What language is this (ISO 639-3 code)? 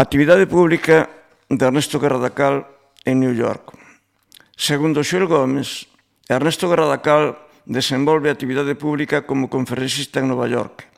glg